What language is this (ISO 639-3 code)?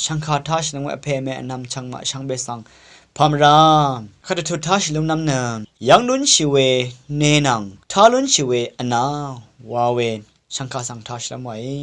raw